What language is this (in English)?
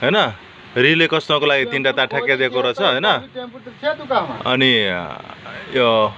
Nepali